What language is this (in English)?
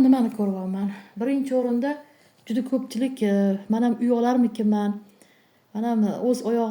Uzbek